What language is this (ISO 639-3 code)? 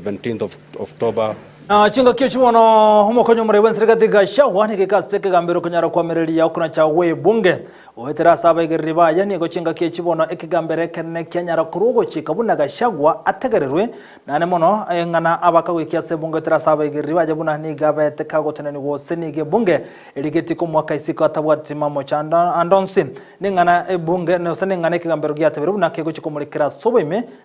guz